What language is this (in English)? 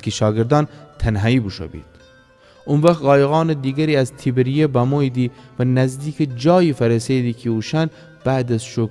Gilaki